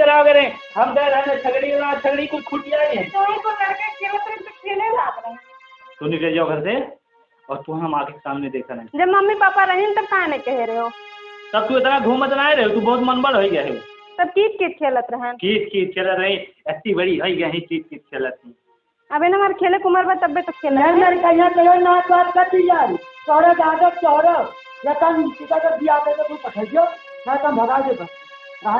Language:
Awadhi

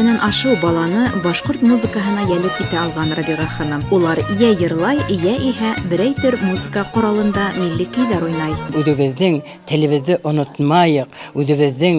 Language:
Bashkir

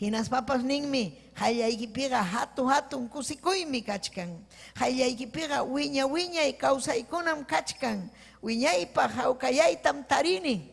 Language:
Ayacucho Quechua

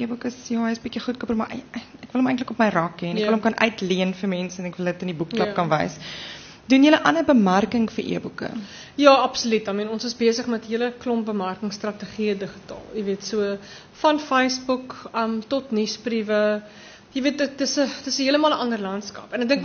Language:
Afrikaans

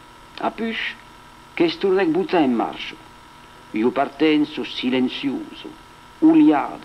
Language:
Occitan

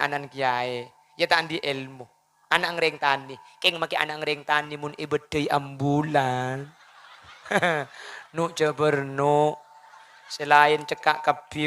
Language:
Madurese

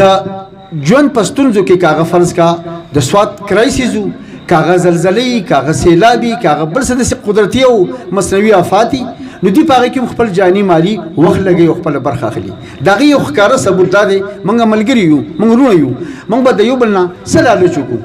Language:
Pashto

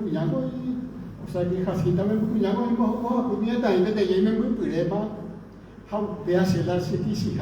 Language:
Guarani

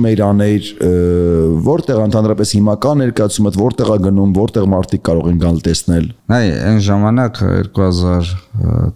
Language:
Armenian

